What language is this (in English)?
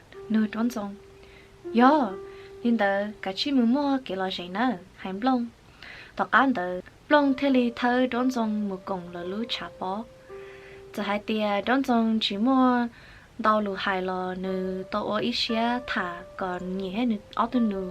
Hmong